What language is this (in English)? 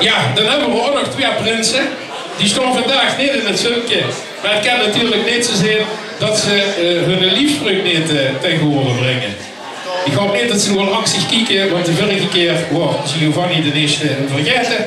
Limburgish